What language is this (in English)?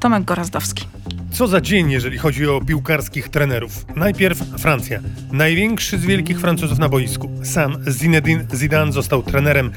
Polish